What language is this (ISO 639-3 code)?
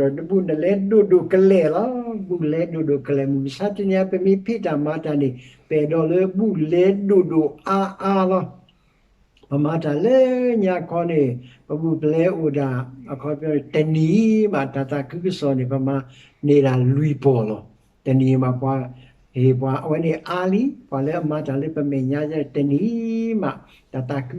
ksw